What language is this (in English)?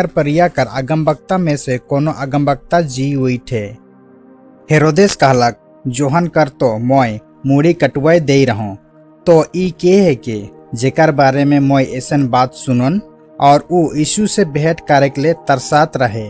Sadri